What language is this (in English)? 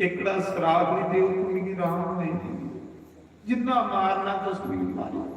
Dogri